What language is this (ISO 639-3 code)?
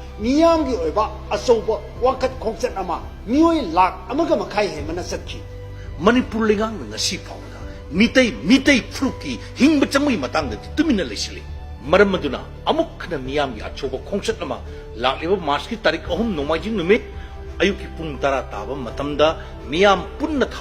mni